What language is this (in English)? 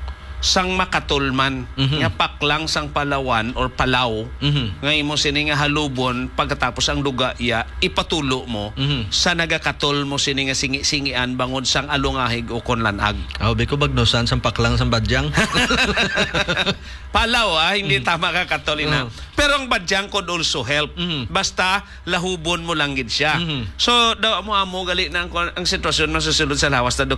Hiligaynon